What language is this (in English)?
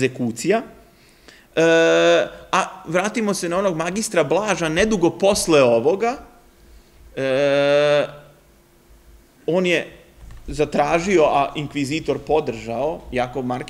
Serbian